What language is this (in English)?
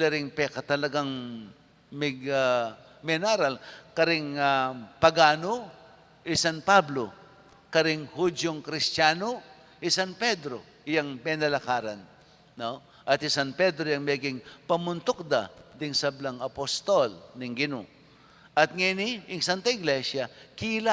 Pampanga